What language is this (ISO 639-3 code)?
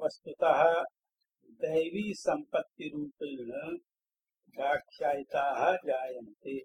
san